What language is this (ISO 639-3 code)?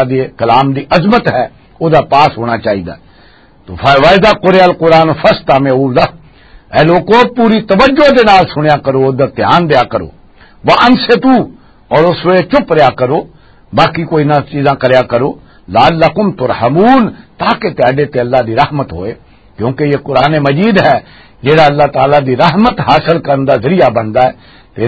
lah